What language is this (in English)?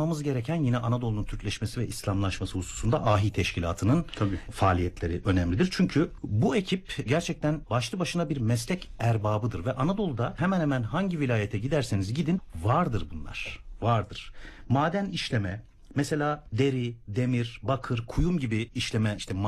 Turkish